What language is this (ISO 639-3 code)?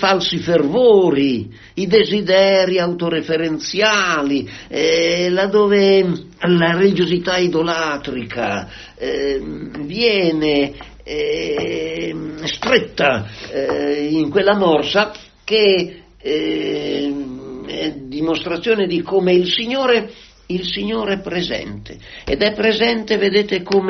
ita